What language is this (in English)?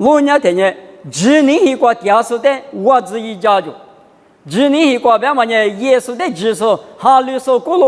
Lisu